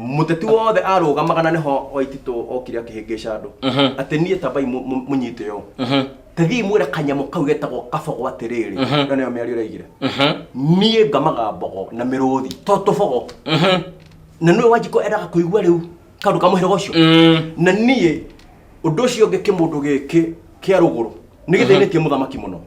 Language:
Kikuyu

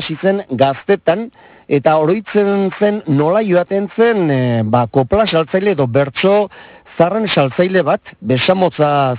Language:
Basque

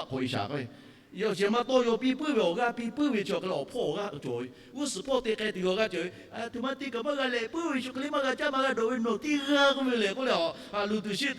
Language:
Lahu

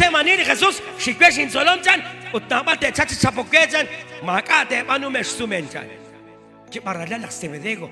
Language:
Kekchí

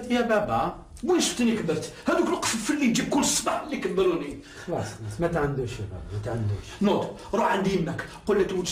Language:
Algerian Arabic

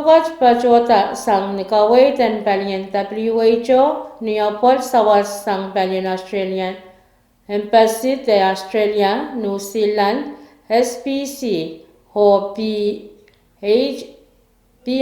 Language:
Pohnpeian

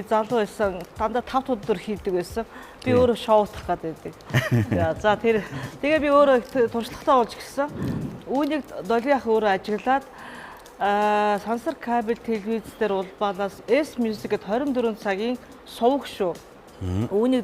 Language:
Mongolian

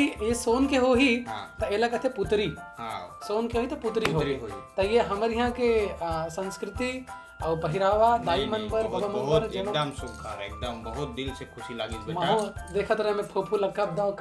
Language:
Chhattisgarhi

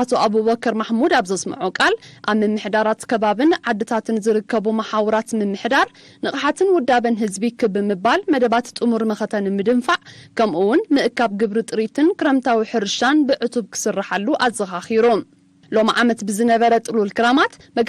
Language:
Tigrinya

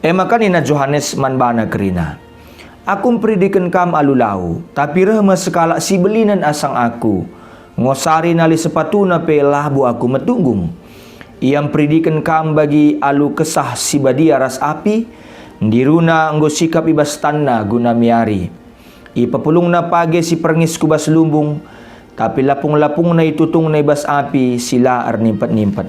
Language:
Batak Karo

